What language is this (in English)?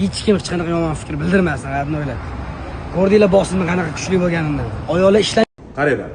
Uzbek